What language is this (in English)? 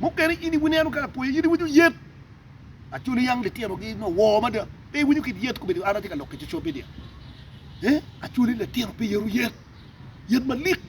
Acoli